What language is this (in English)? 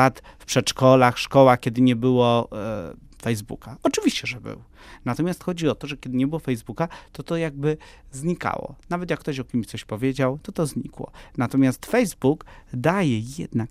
Polish